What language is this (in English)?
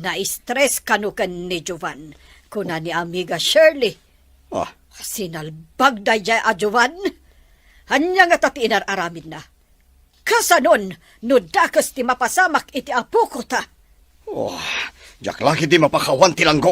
Iloko